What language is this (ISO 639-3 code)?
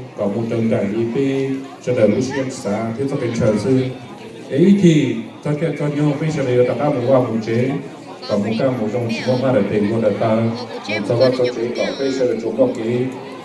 hmn